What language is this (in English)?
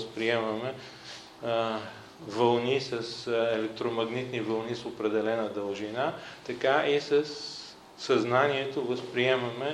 Bulgarian